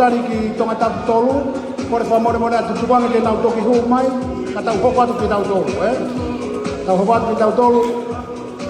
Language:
Tongan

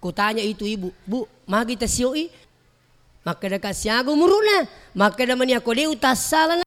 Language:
Buginese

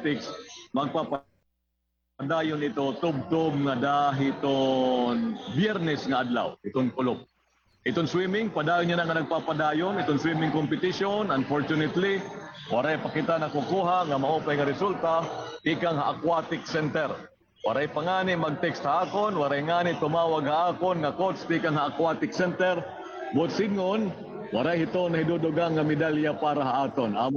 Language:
Waray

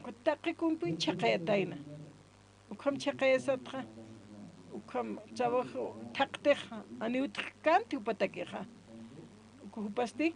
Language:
Aymara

